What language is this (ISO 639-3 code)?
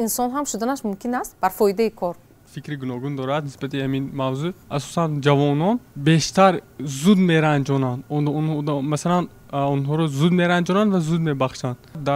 tgk